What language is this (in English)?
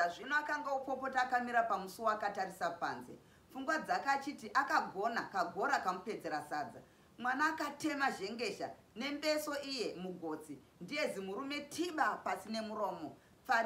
Shona